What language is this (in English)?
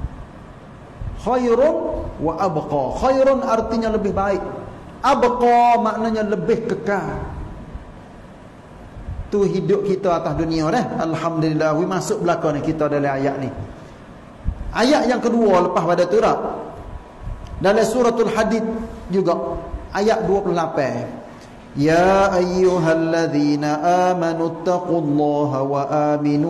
Malay